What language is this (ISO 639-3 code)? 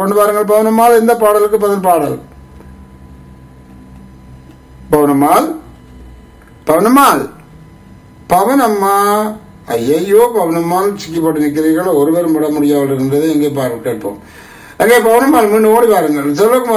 tam